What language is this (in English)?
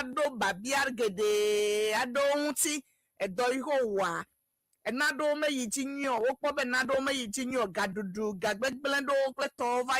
Ewe